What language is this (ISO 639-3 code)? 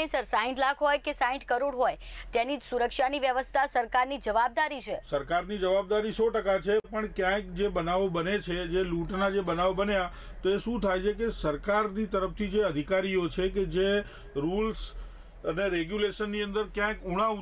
guj